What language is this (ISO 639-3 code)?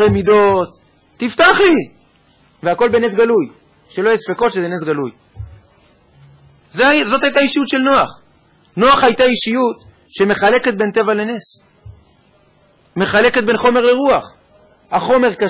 heb